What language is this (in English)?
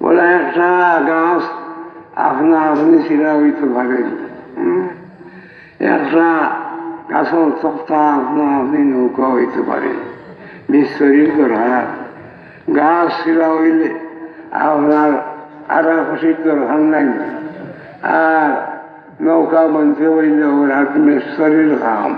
Sylheti